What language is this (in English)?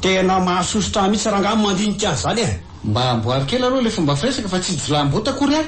Malagasy